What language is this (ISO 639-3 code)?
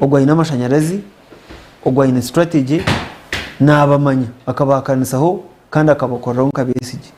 nyn